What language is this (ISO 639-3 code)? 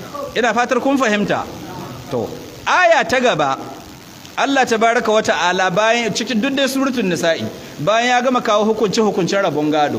hau